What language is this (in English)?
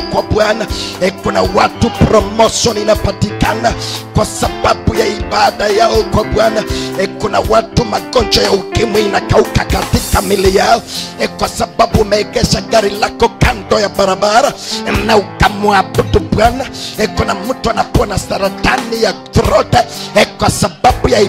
Swahili